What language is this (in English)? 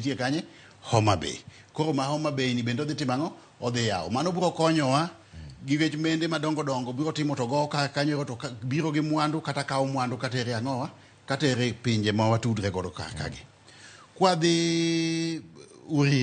Luo (Kenya and Tanzania)